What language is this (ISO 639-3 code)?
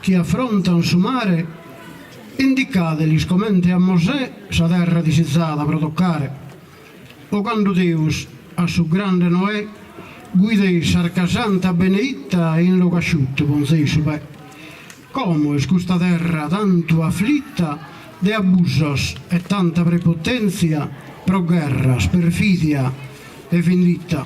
srd